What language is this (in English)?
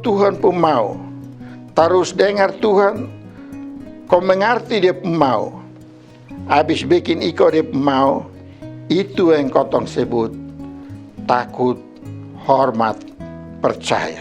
Kupang Malay